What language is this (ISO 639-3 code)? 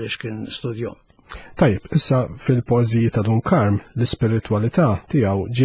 mlt